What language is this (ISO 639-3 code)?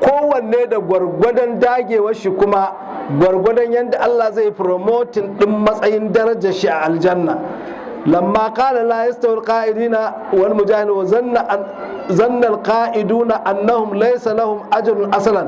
hau